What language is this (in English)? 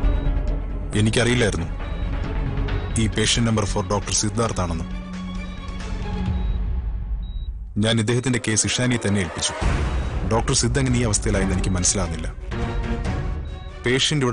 Malayalam